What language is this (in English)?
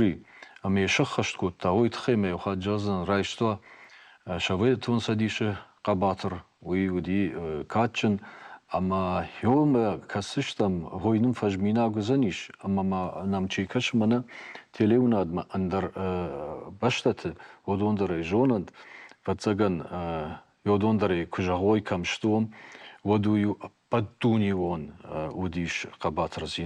Ossetic